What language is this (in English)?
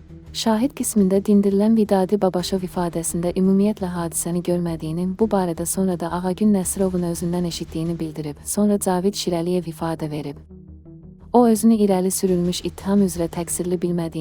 Azerbaijani